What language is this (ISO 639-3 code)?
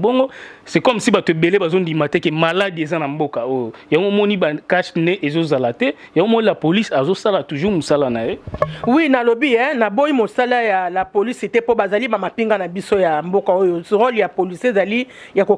lin